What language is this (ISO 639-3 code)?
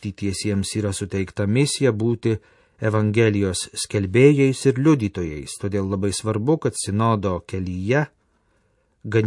lit